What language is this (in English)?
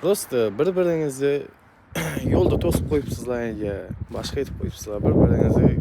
Uzbek